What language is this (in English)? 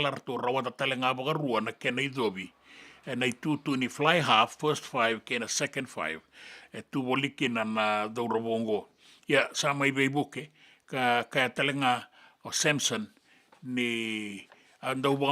Fijian